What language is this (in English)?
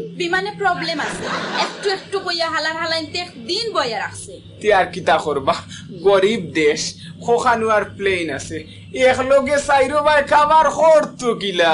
Bangla